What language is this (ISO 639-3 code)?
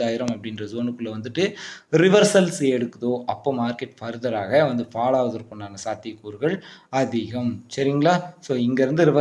tam